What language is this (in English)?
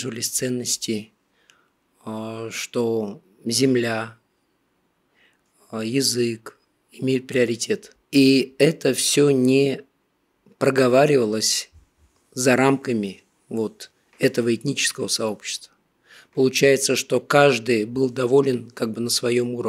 Russian